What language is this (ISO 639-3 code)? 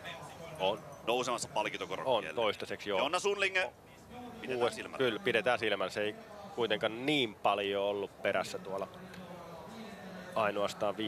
fin